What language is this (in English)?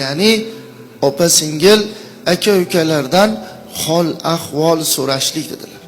Uzbek